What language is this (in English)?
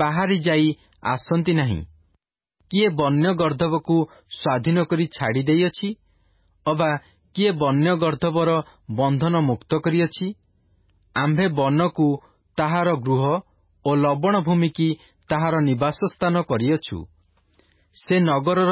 Odia